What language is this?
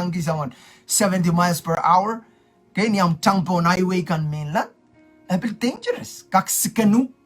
Pohnpeian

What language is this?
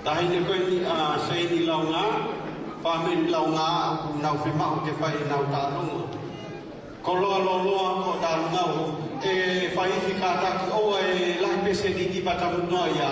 Tongan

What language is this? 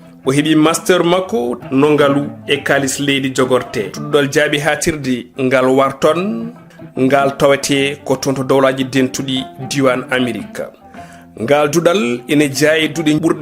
Fula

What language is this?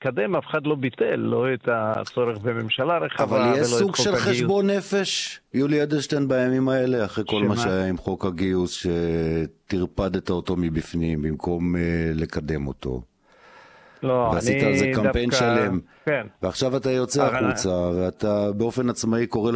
Hebrew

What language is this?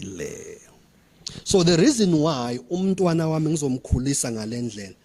Zulu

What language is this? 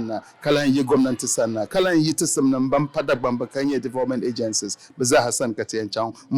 Dagbani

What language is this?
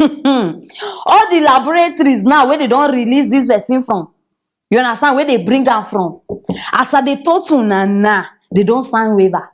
Nigerian Pidgin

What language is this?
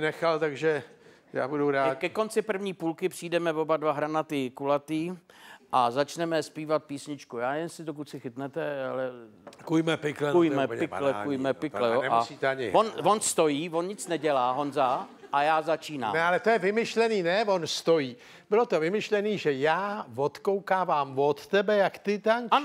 Czech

